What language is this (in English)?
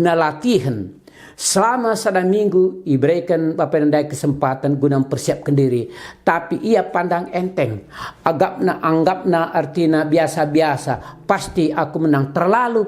Batak Karo